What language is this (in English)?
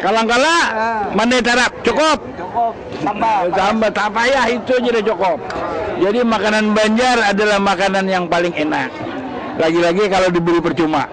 Banjar